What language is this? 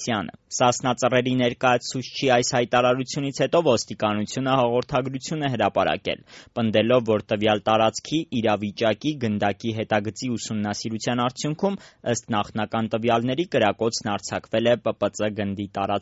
Armenian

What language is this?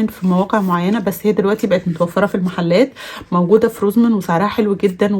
Egyptian Arabic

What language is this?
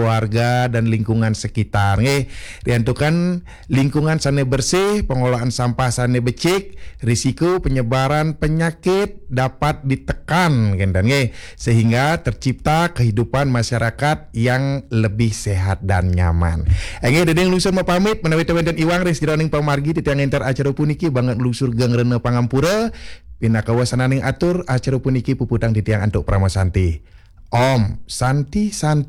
Balinese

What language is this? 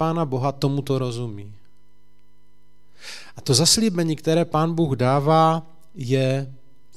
Czech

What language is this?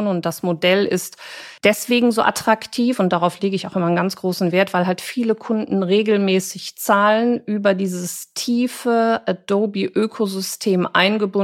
German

